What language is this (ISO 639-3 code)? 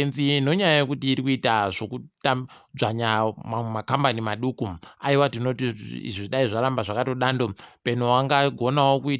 ndc